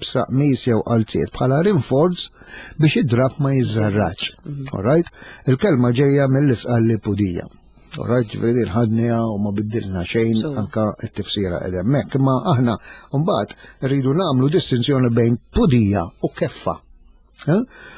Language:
Maltese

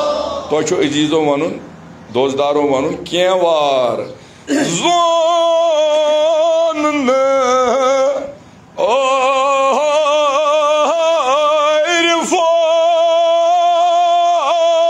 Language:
Kashmiri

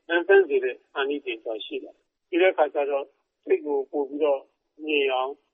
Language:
Burmese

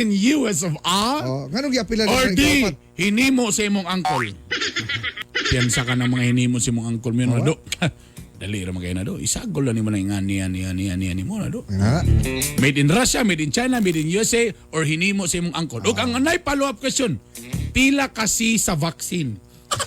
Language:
Cebuano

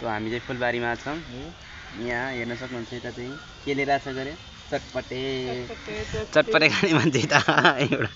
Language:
Nepali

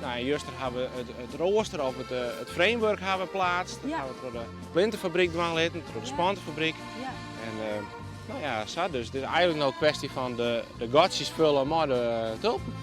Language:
Western Frisian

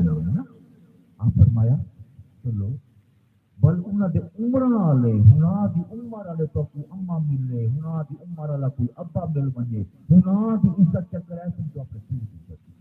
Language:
Saraiki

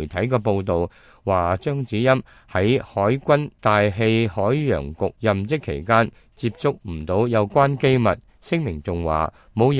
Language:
Cantonese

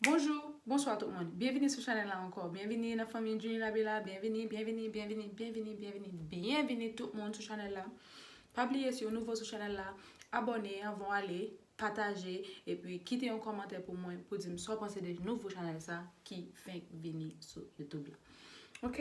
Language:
Haitian Creole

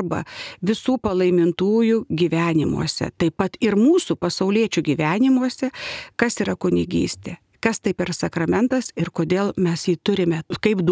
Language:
Lithuanian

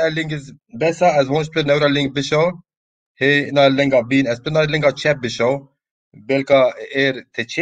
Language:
Zaza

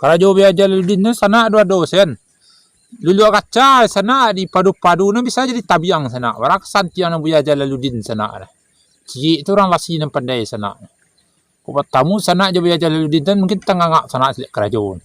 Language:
Minangkabau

